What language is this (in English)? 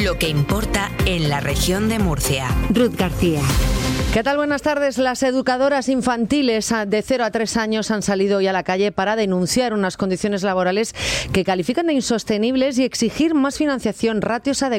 Spanish